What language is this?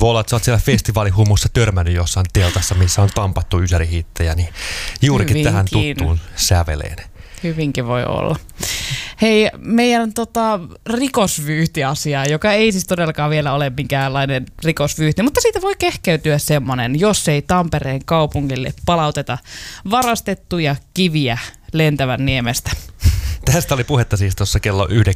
Finnish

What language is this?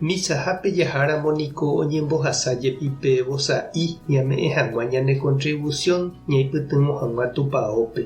Guarani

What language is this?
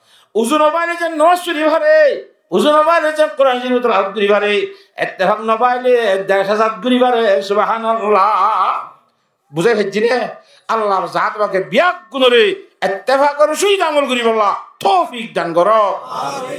Rohingya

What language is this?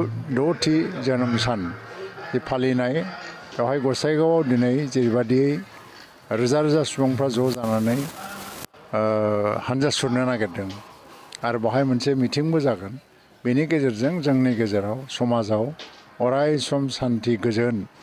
Bodo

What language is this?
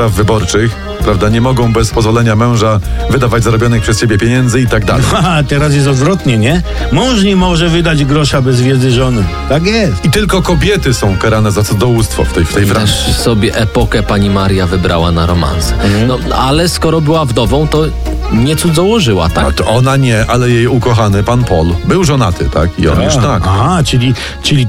Polish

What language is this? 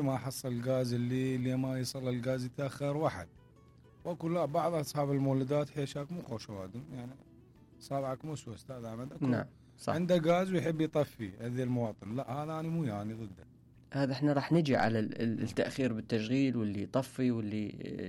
Mesopotamian Arabic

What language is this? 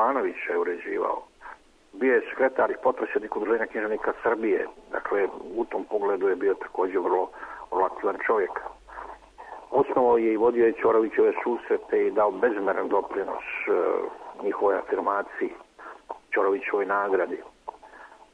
Serbian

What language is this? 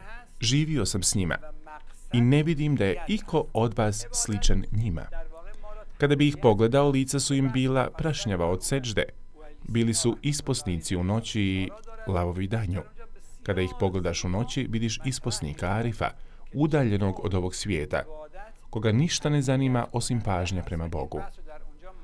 Bosnian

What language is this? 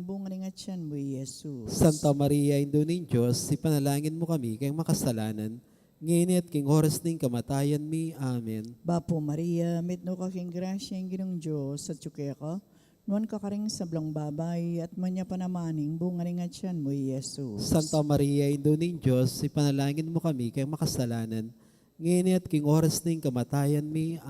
Pampanga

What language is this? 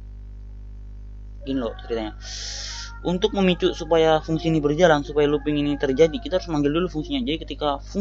Indonesian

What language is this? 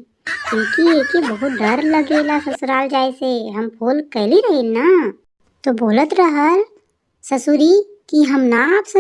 Bhojpuri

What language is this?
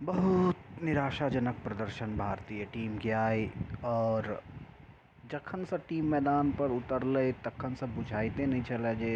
Maithili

